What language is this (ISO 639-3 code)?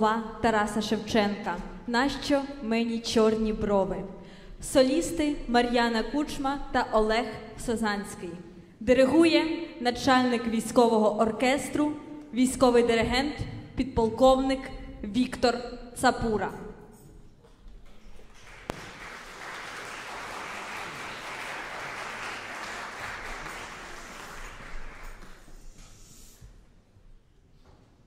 ukr